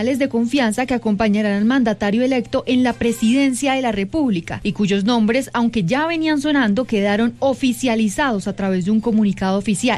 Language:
Spanish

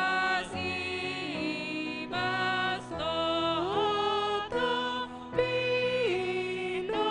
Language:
Batak Karo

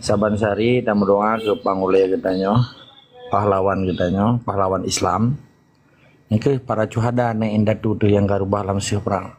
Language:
Achinese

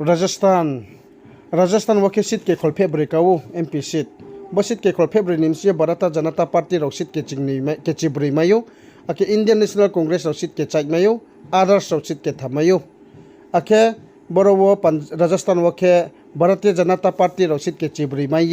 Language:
Riang (India)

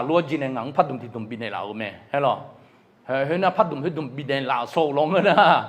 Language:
Akha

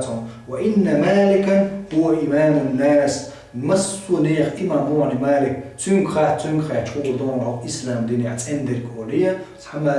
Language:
Chechen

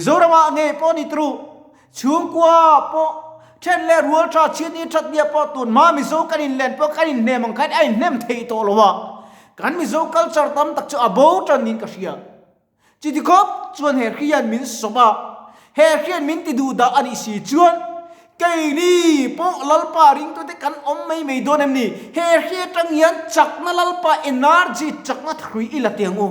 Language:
Mizo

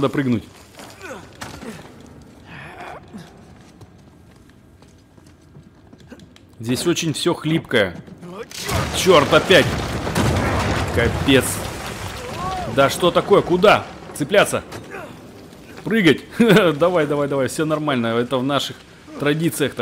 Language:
Russian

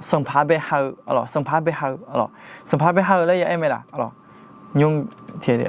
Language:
Akha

